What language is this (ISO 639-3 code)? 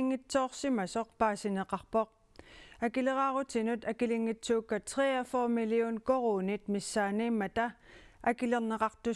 kal